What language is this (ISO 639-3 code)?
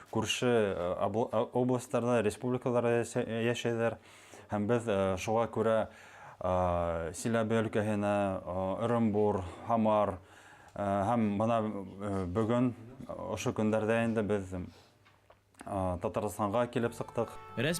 bak